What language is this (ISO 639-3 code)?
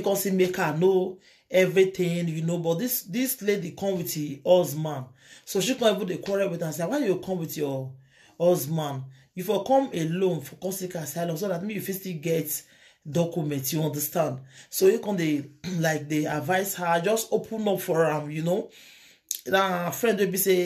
pcm